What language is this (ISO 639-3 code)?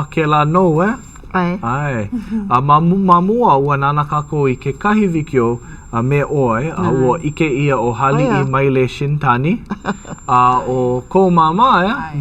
haw